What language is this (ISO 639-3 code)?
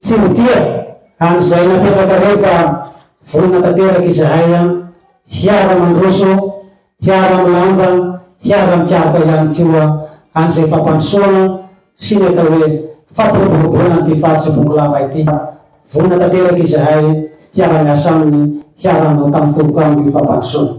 mlg